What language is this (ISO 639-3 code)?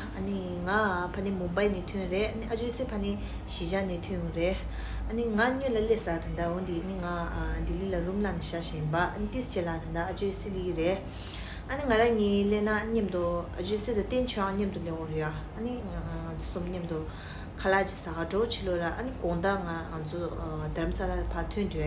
bod